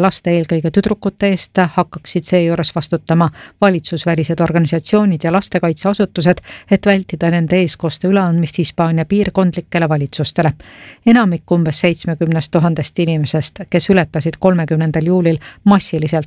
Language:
Estonian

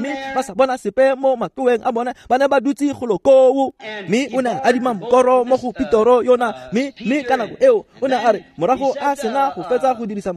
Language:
Tswana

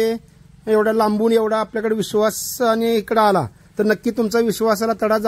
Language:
Marathi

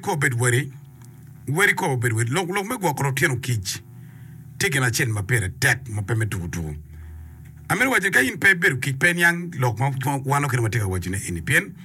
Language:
Acoli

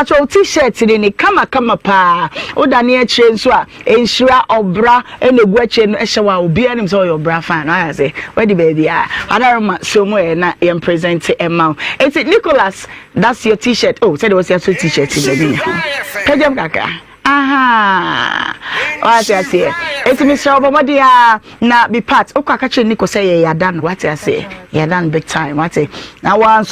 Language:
Akan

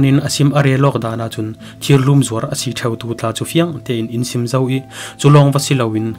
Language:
Falam Chin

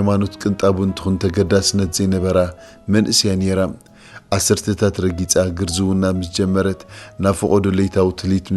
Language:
Tigrinya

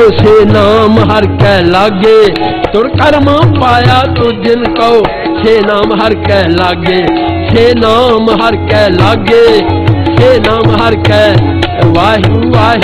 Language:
Punjabi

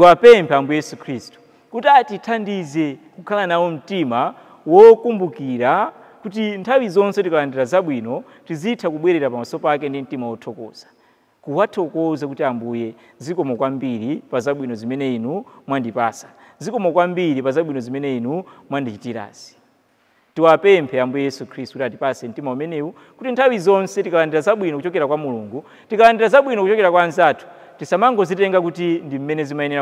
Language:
Nyanja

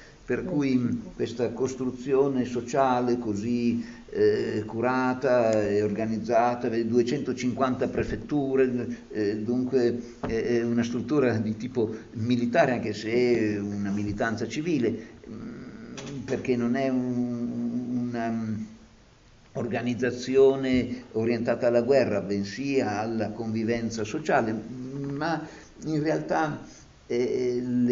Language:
Italian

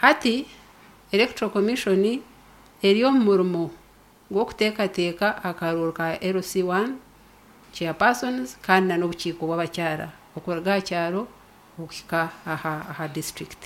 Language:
Nyankole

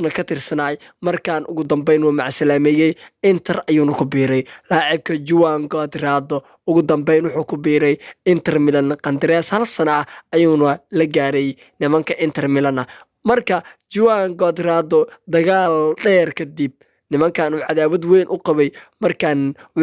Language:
Somali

